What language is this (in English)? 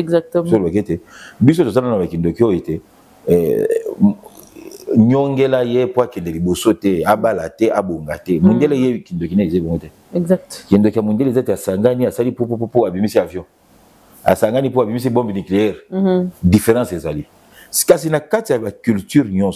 Lingala